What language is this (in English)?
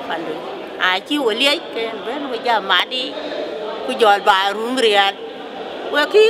Dinka